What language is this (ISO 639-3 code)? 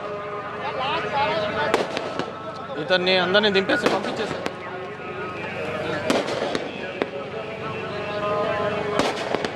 tel